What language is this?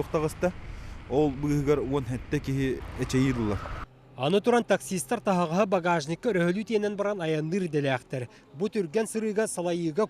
Yakut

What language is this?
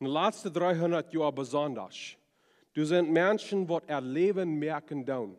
Plautdietsch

